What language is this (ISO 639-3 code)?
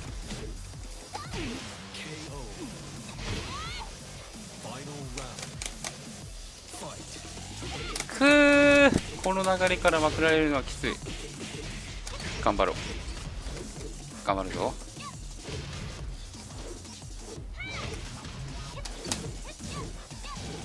jpn